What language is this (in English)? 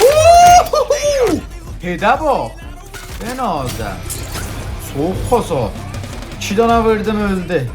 South Azerbaijani